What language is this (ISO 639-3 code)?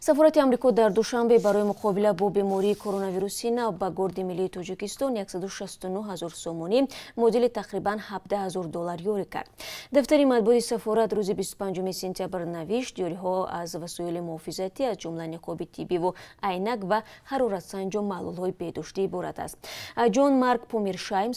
tgk